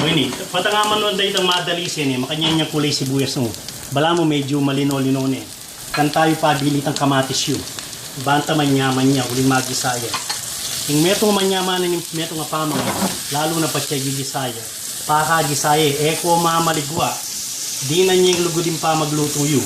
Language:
Pampanga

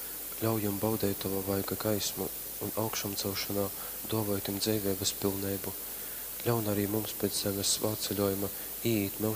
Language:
Latgalian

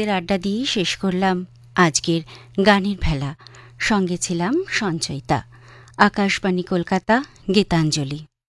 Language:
Bangla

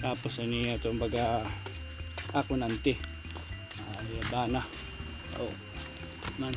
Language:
Waray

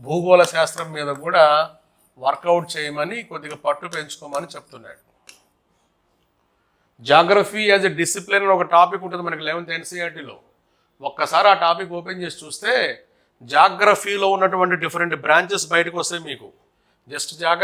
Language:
Telugu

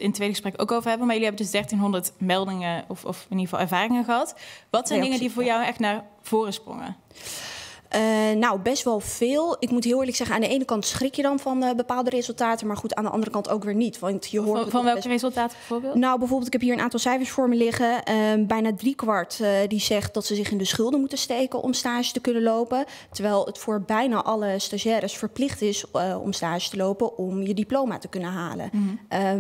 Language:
Dutch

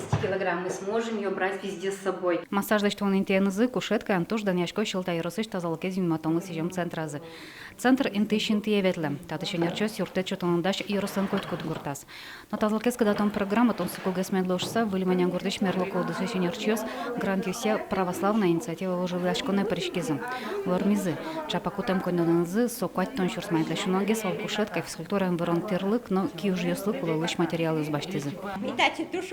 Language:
Udmurt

